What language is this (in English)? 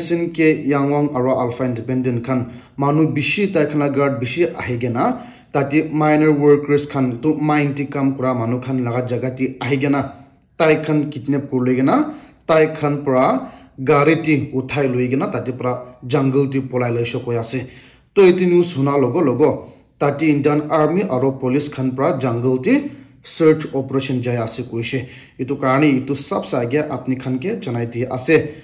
Naga Pidgin